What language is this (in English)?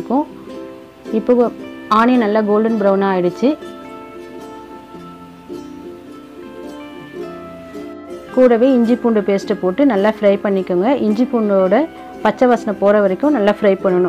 Tamil